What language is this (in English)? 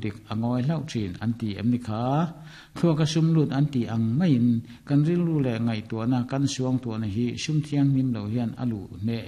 Mizo